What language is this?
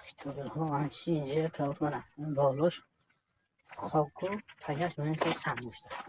Tajik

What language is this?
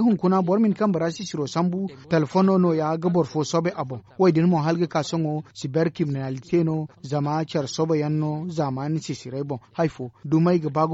Zarma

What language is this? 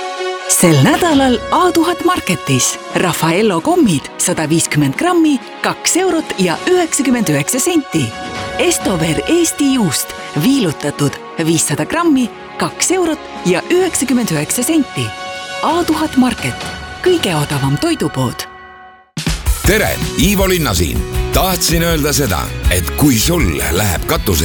Estonian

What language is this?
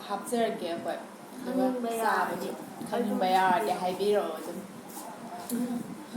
Manipuri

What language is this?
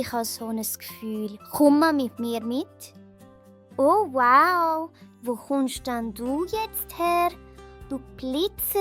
Swiss German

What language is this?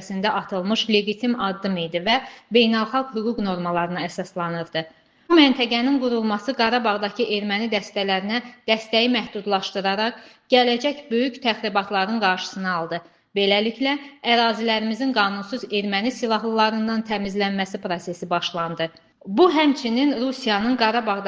Azerbaijani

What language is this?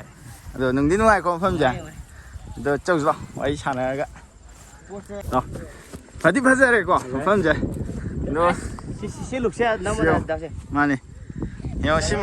Manipuri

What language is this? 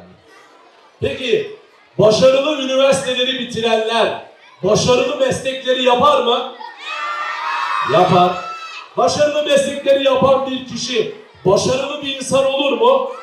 Turkish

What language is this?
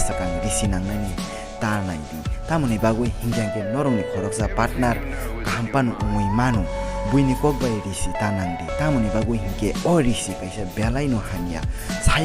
Kok Borok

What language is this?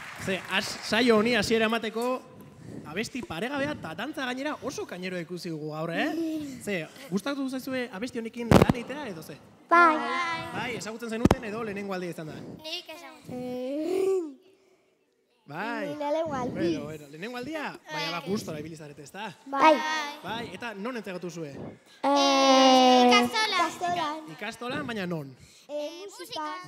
Basque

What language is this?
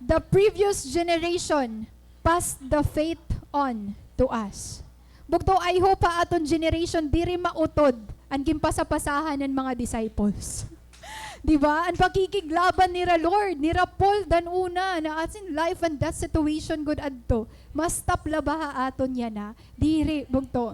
Waray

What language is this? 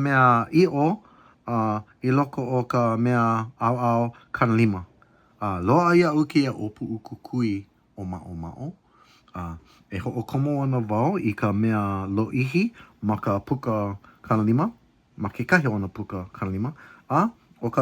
Hawaiian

